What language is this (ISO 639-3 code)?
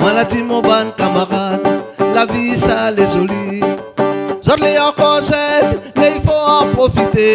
rcf